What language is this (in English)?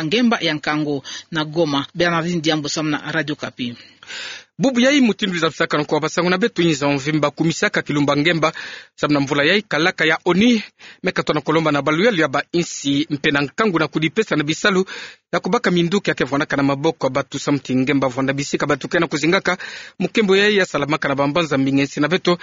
Kituba (Democratic Republic of Congo)